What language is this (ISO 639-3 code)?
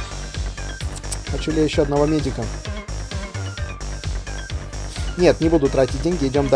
rus